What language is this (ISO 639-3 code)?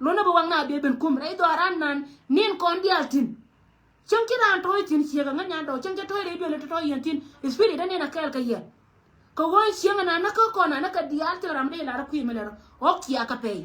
nus